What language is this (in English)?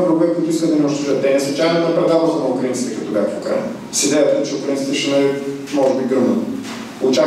Bulgarian